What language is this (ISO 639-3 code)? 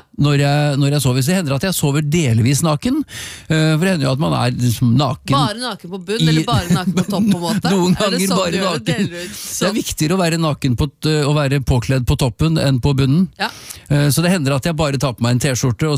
nor